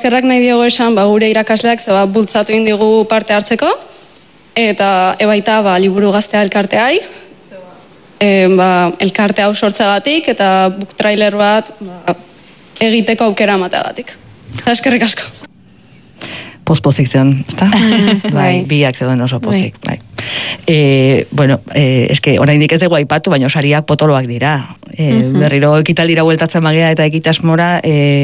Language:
Basque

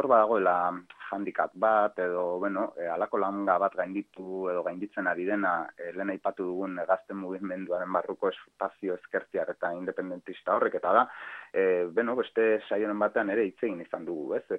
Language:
Basque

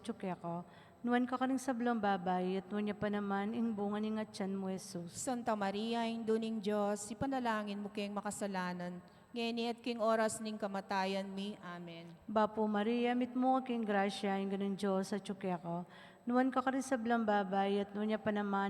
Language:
Pampanga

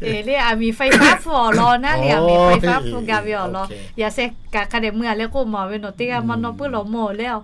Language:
Lahu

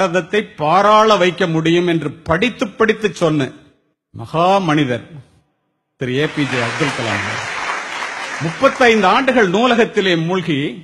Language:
Tamil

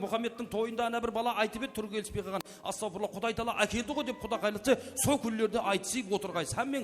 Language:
Kara-Kalpak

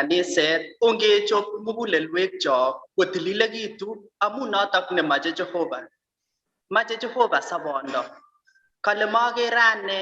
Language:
Kalenjin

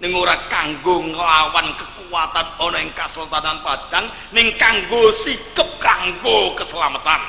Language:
Javanese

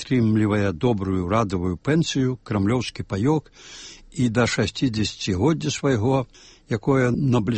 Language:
Belarusian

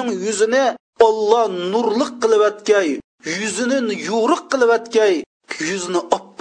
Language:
Uyghur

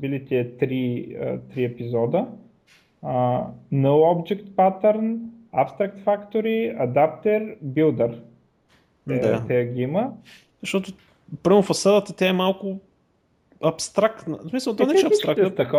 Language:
Bulgarian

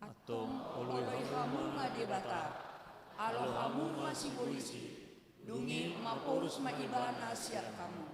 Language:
Batak Toba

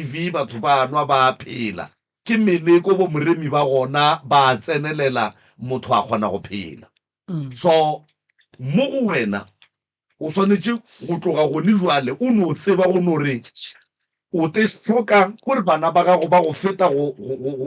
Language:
Northern Sotho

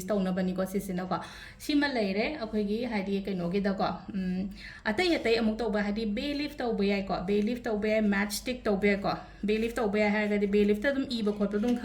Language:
Manipuri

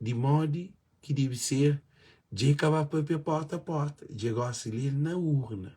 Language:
Kabuverdianu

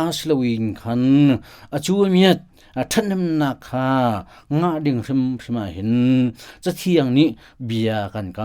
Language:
Hakha Chin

